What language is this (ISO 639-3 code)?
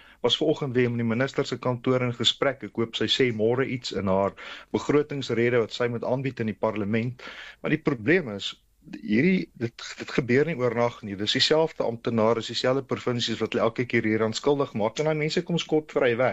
afr